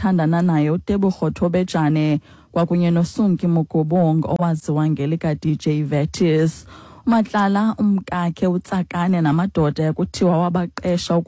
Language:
Xhosa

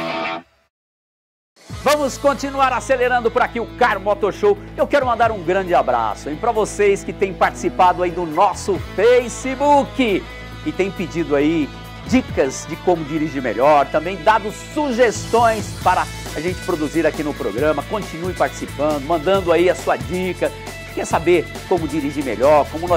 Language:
Portuguese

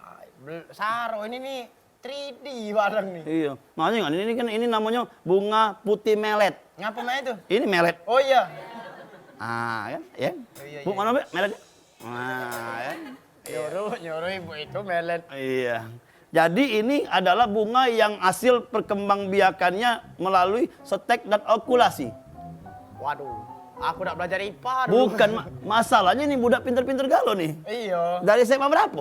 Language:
Musi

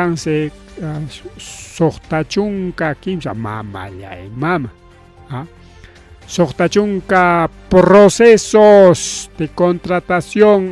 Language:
Ayacucho Quechua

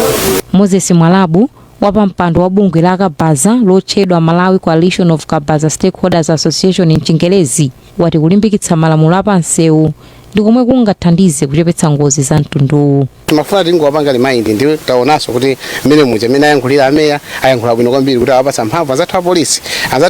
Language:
Nyanja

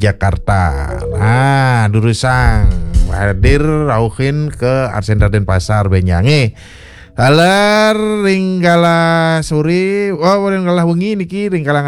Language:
Balinese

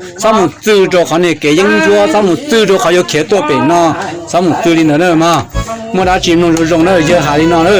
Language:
Hmong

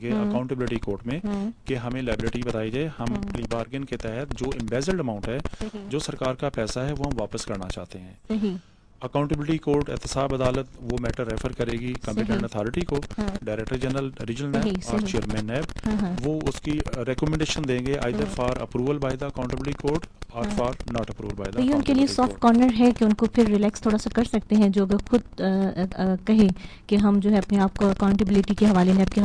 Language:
Urdu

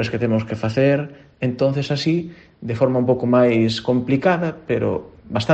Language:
Galician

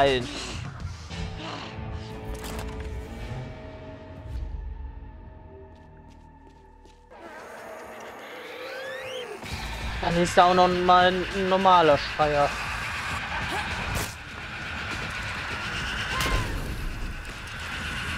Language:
German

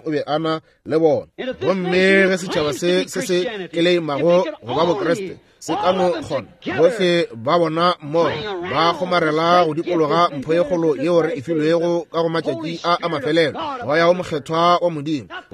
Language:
Northern Sotho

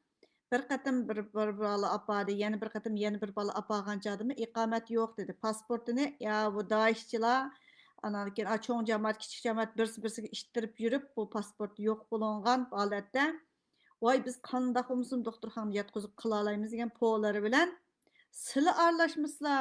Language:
Uyghur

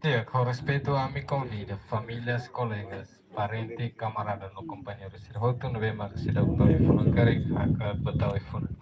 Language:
Tetum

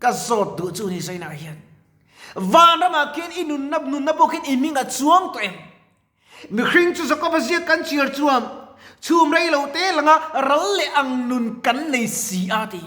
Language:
Mizo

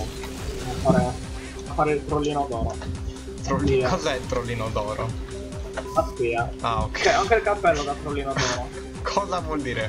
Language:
Italian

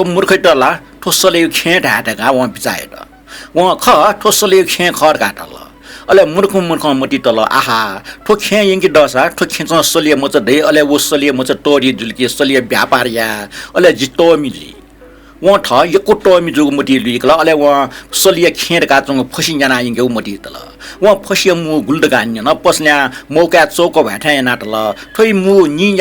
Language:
Newari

